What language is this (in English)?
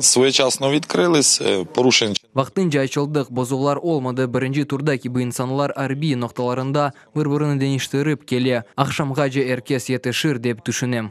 Crimean Tatar